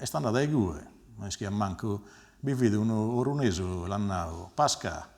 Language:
Sardinian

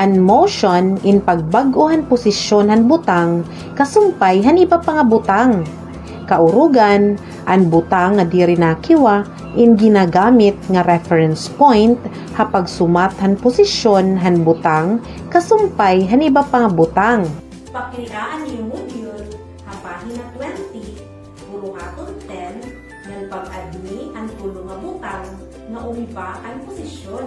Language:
Waray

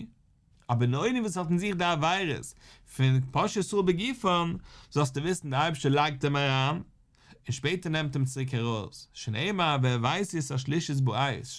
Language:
Yiddish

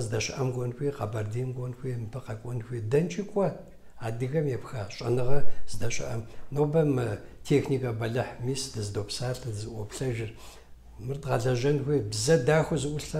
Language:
Kabardian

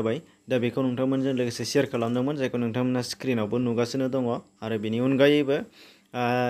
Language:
Bodo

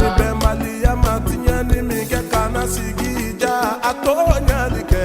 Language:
Bambara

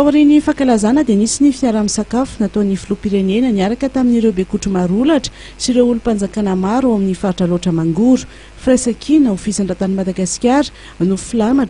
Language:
Malagasy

